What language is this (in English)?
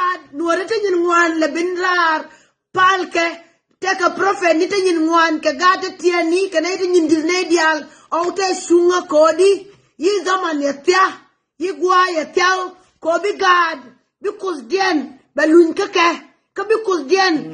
Nuer